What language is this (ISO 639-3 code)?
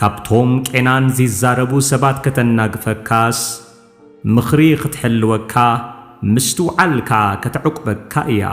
tir